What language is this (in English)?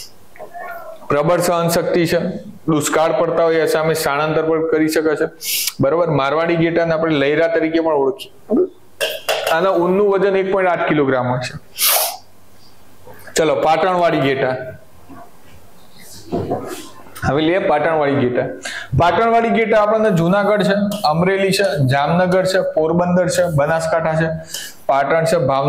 Gujarati